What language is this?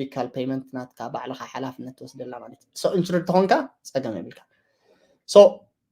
Tigrinya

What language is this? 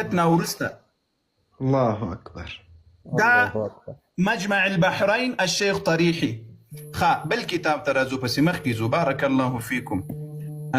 Pashto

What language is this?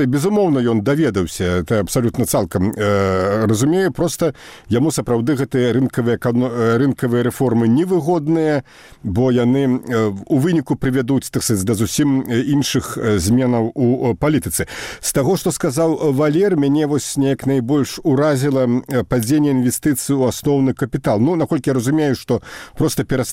Belarusian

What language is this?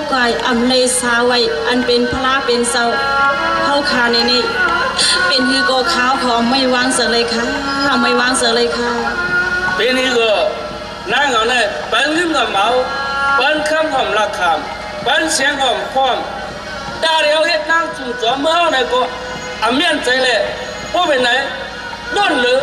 Shan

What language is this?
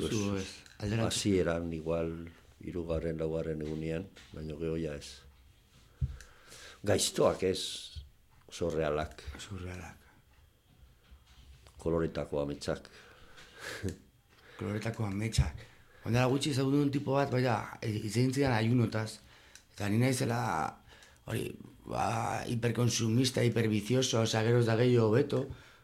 Basque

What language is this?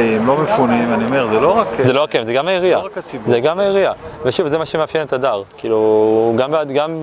Hebrew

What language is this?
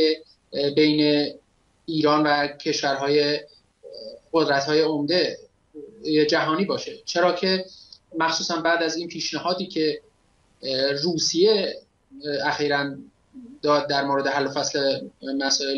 Persian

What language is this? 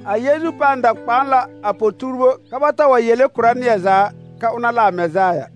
Southern Dagaare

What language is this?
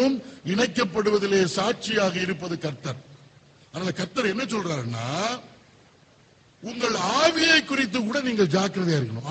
Tamil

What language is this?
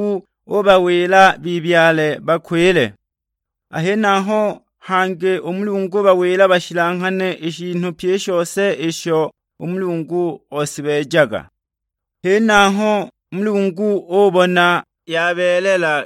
Sukuma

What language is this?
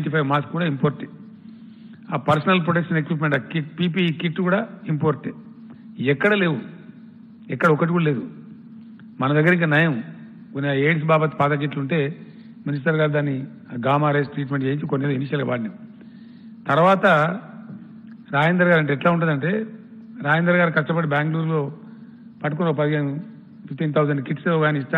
Telugu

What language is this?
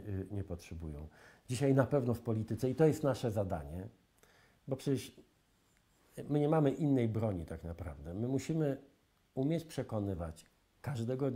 Polish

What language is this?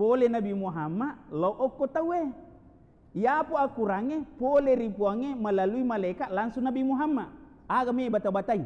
Buginese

